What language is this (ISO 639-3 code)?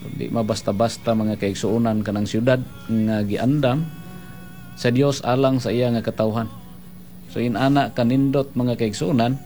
ceb